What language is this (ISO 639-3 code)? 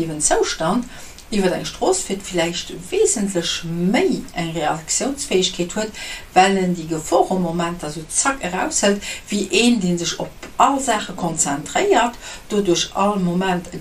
ltz